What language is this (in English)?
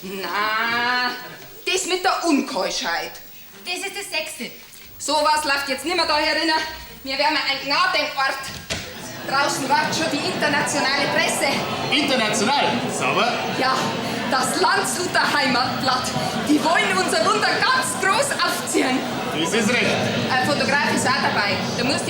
Bavarian